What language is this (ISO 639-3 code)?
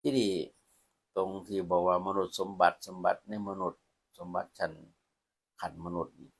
lao